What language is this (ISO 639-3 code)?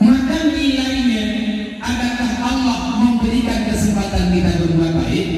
ace